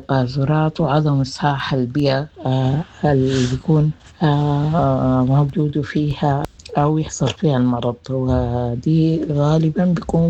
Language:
Sudanese Arabic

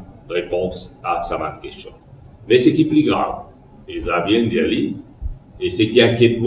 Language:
Morisyen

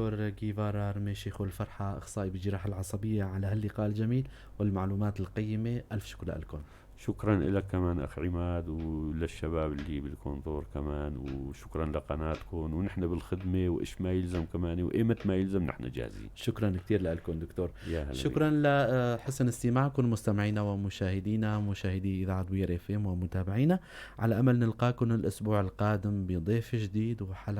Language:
North Levantine Arabic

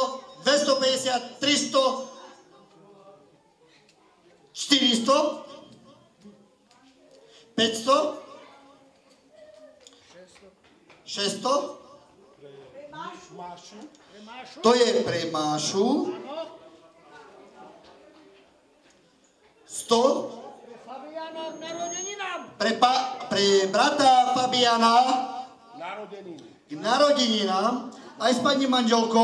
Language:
Slovak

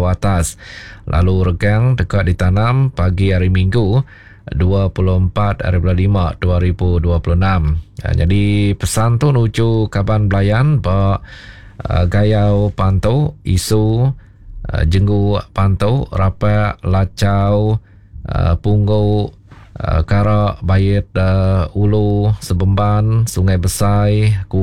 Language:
Iban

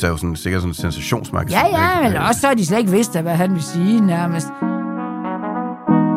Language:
Danish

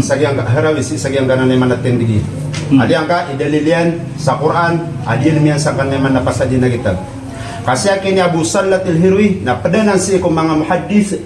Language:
Maranao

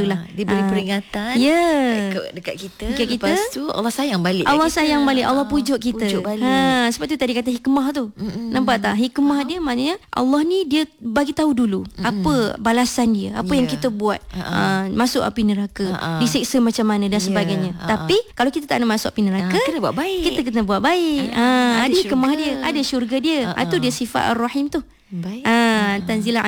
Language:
Malay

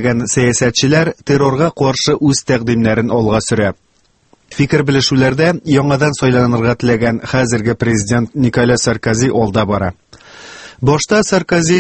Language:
Tatar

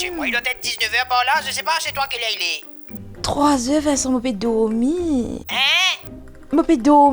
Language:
Morisyen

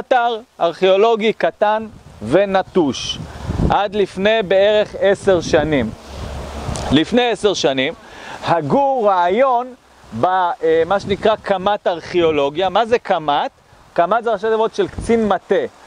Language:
Hebrew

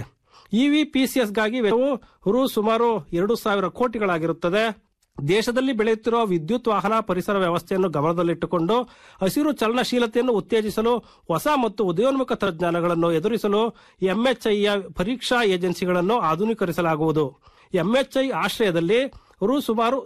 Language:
Kannada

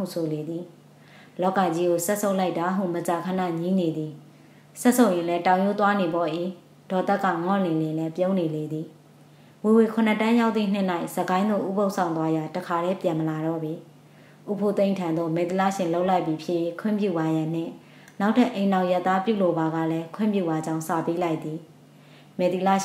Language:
Burmese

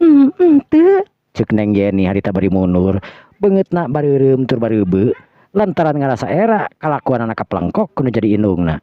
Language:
Sundanese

